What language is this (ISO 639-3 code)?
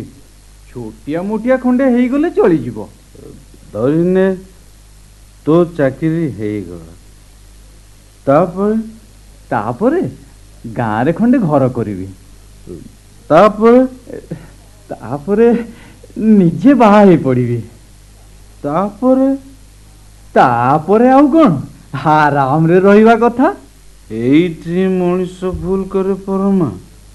ori